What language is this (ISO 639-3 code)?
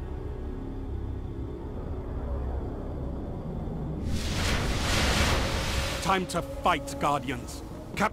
eng